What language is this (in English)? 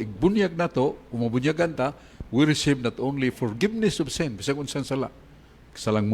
Cebuano